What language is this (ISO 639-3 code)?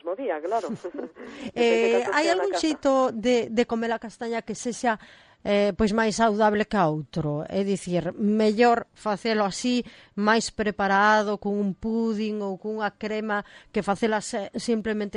glg